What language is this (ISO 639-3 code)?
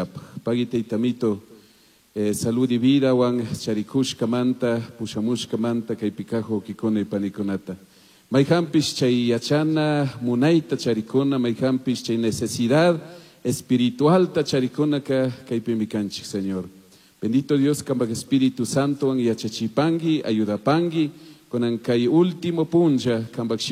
qug